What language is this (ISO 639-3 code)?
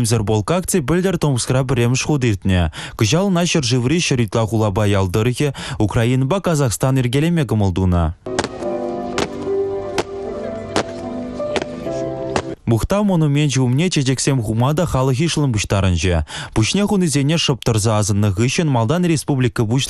chv